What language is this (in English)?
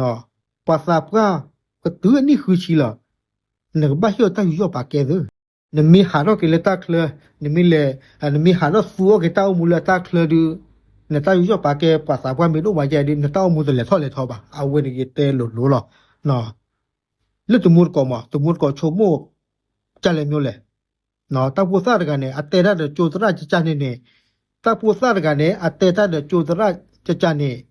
S'gaw Karen